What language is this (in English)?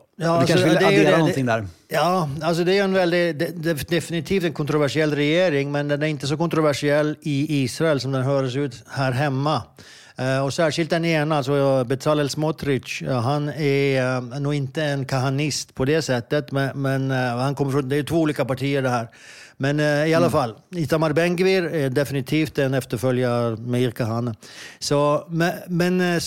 Swedish